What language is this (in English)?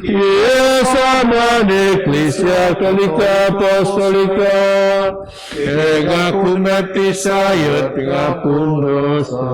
Biatah Bidayuh